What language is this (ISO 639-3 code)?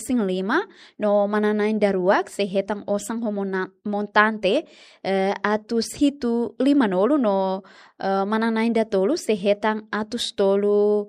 tet